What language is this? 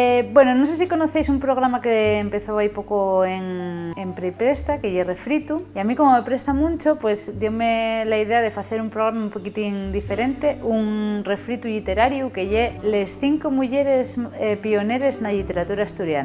Asturian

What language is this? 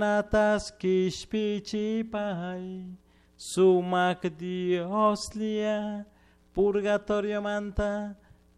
Chimborazo Highland Quichua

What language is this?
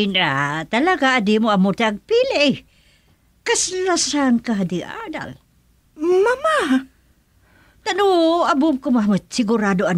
Iloko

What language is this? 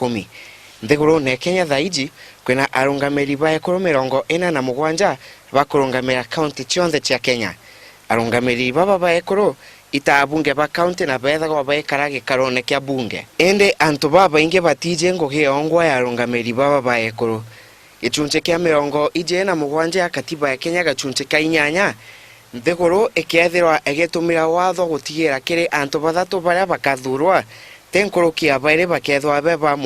Meru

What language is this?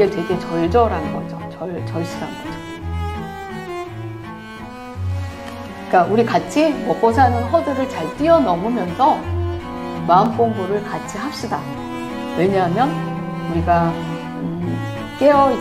Korean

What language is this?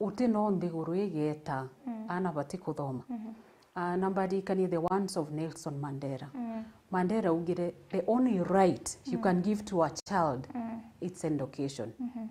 Meru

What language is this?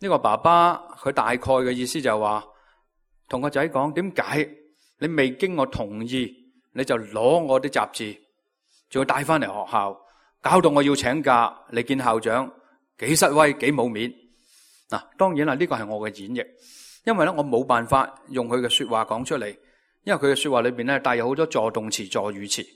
Cantonese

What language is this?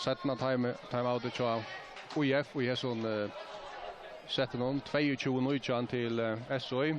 Faroese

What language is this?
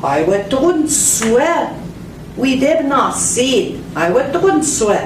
Central Ojibwa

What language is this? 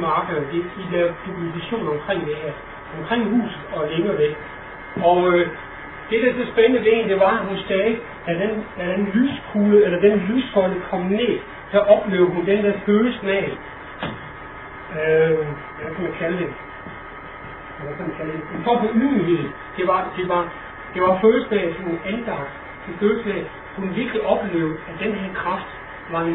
Danish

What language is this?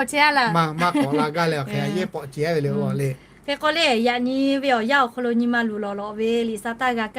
Lahu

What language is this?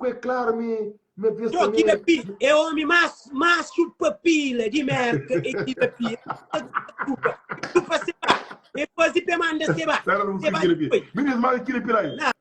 Kabuverdianu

